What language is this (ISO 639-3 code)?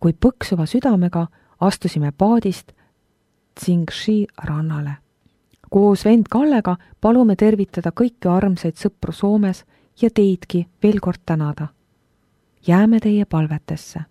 est